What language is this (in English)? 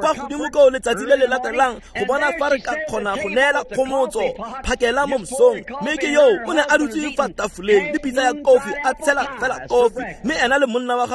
Tswana